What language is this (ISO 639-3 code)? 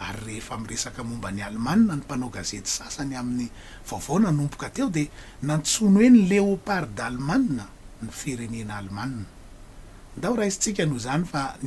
mlg